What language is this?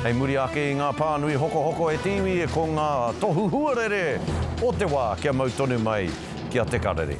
Māori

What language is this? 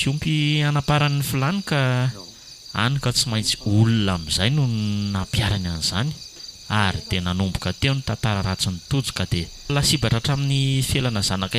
Malagasy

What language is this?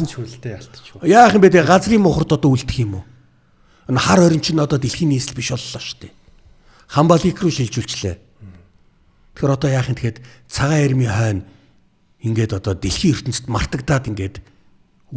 Mongolian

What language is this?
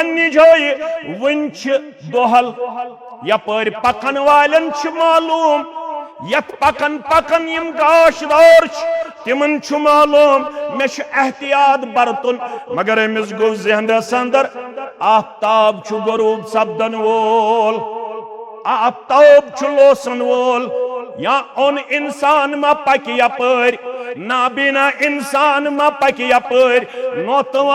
Kashmiri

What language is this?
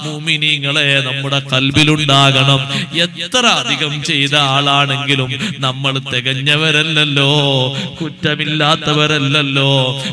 Malayalam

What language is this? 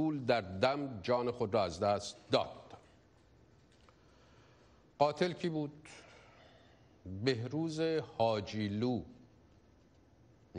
Persian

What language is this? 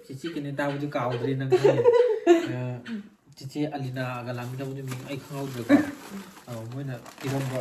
Manipuri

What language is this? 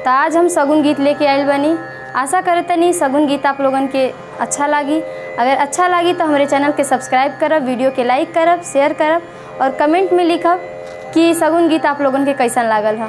Bhojpuri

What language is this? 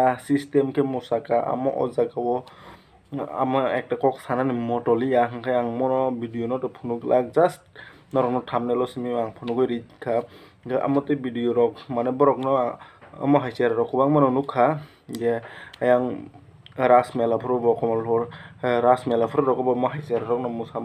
Kok Borok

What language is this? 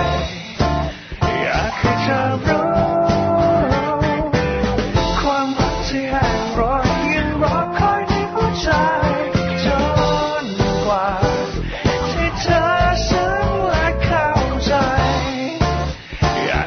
Thai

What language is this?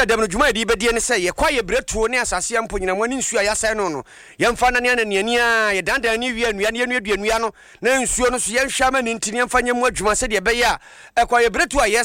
Akan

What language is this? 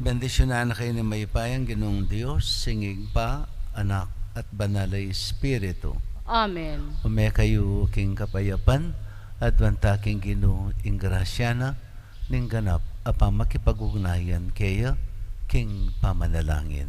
Pampanga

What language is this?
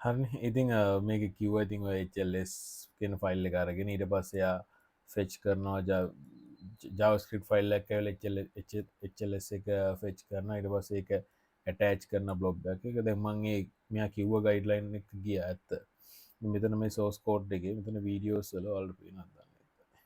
Sinhala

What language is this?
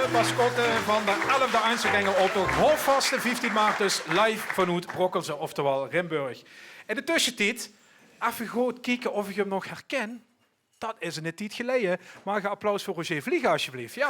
Limburgish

